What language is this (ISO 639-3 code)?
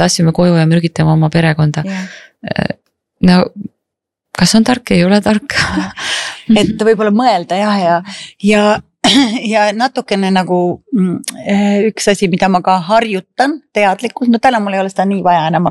est